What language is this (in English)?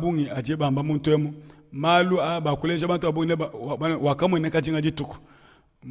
Luba-Lulua